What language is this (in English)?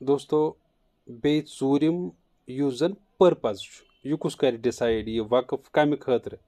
Kashmiri